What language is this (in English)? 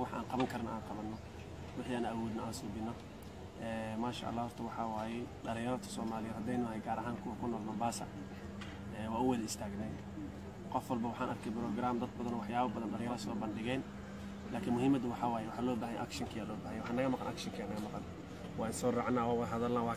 Somali